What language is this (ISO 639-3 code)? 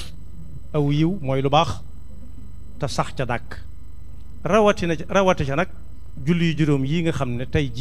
wol